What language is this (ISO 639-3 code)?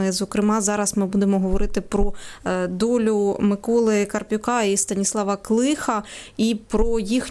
ukr